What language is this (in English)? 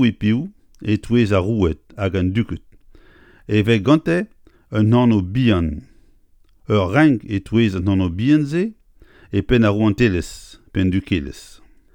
Breton